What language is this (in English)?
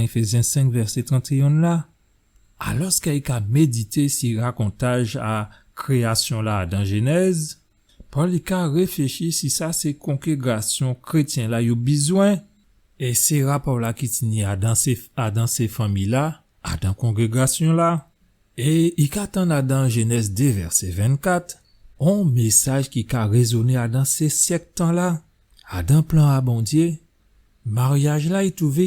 Guadeloupean Creole French